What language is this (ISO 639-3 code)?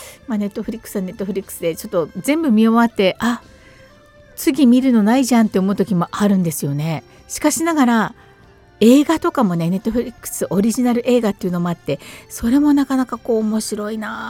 jpn